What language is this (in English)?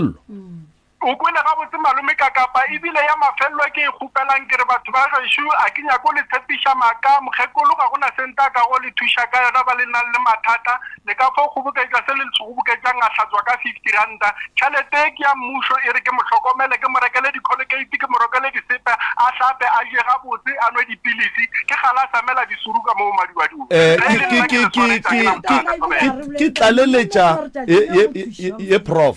Northern Sotho